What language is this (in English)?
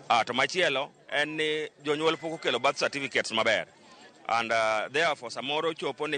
Luo (Kenya and Tanzania)